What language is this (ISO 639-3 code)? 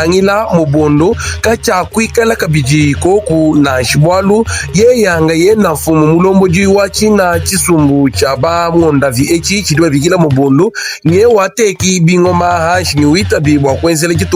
lua